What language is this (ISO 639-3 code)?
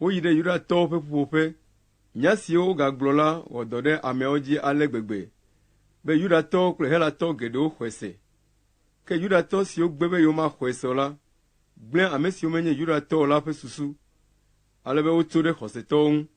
ewe